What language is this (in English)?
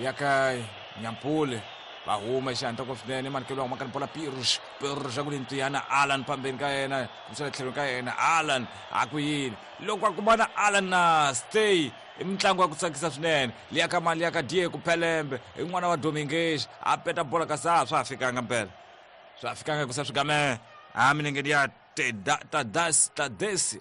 Tsonga